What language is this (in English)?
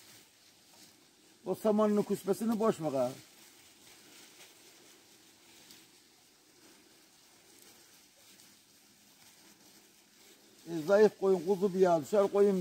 Turkish